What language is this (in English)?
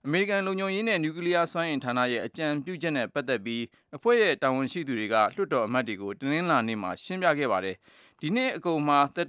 Burmese